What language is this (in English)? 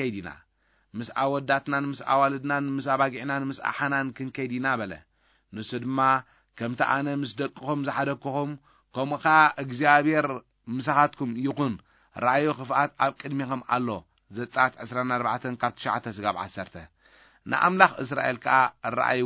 Tigrinya